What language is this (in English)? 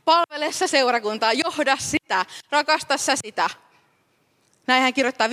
Finnish